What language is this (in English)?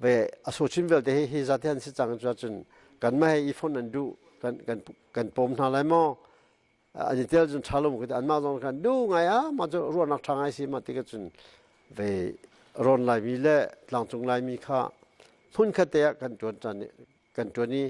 Hakha Chin